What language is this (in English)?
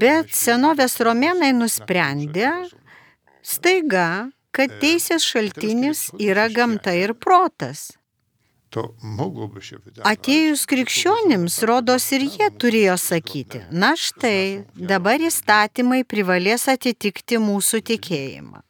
Lithuanian